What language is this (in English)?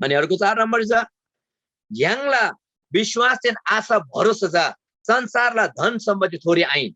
Eastern Tamang